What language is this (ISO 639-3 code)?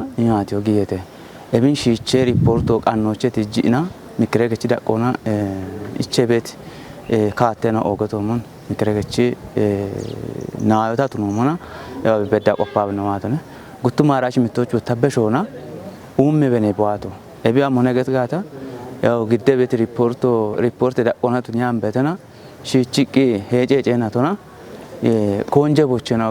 kbr